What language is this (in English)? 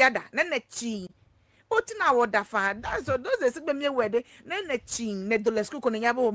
Ewe